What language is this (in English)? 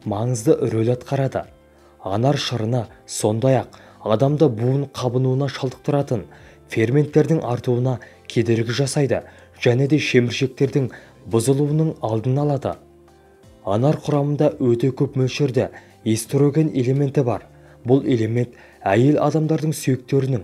Kazakh